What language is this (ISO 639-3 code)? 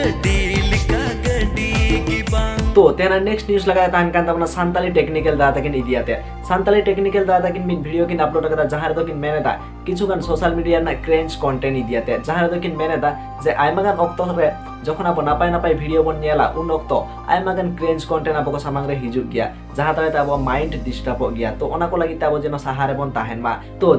sat